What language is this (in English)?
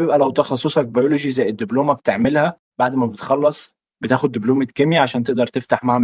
Egyptian Arabic